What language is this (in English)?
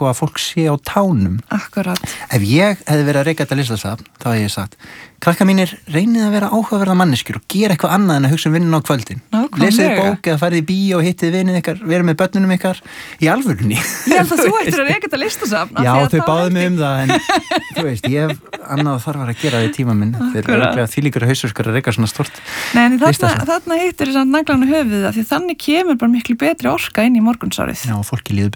Icelandic